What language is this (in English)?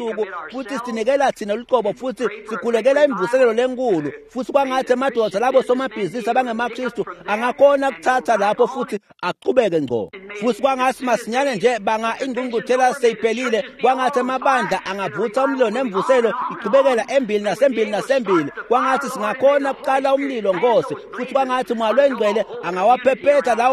Swati